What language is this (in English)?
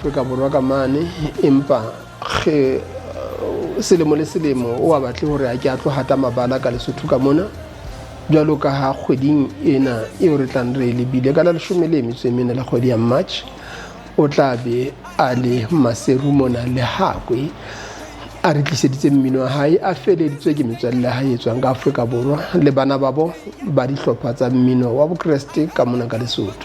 Southern Sotho